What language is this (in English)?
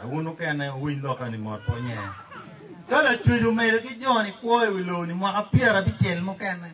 Acoli